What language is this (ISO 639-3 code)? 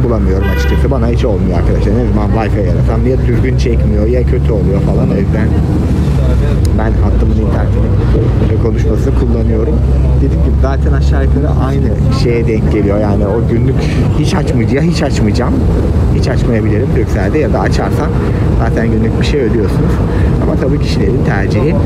tur